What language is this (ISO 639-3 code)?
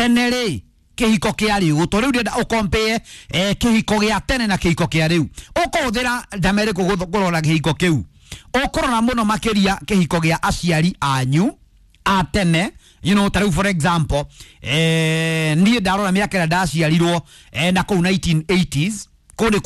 kik